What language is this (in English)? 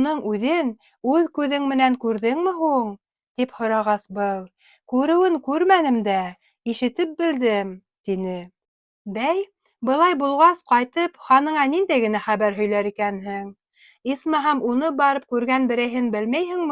Bashkir